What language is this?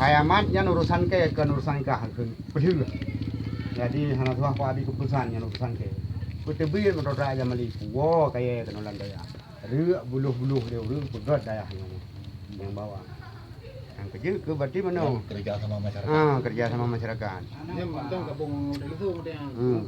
Achinese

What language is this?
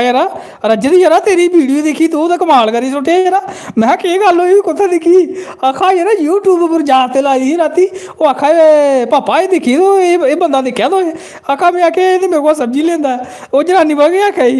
Dogri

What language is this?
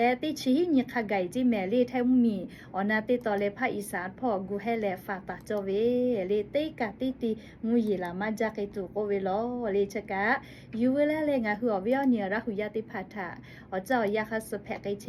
Lahu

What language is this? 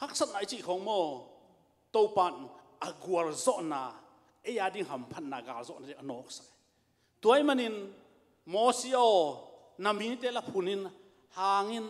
Tedim Chin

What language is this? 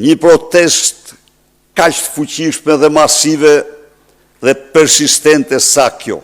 Albanian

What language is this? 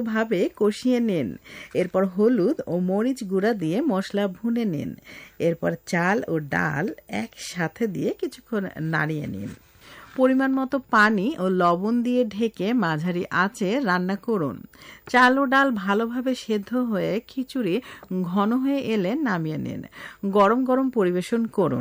Bangla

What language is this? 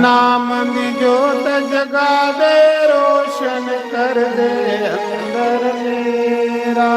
Dogri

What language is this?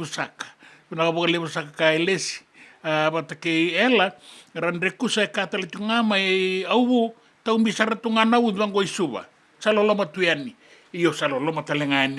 Fijian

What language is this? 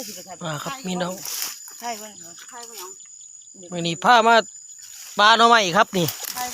Northeastern Thai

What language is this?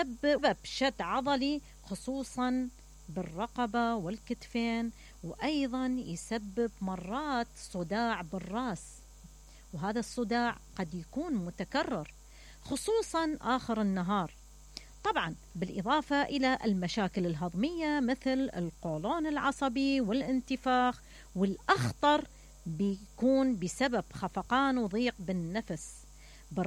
Mesopotamian Arabic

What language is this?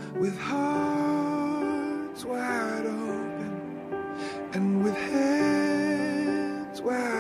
Estonian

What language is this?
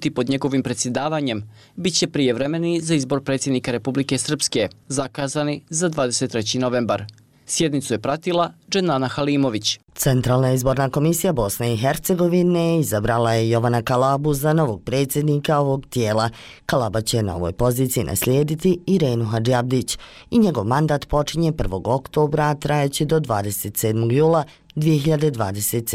Bosnian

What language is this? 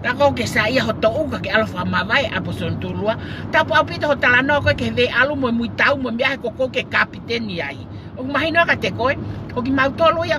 Tongan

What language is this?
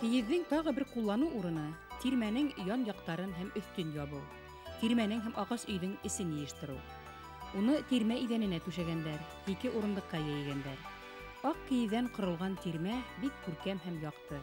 Bashkir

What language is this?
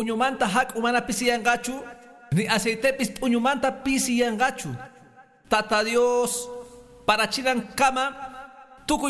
Quechua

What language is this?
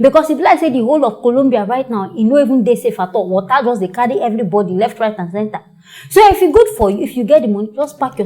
Nigerian Pidgin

